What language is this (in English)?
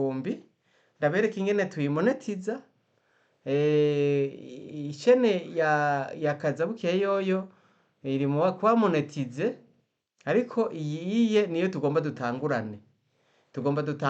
Rundi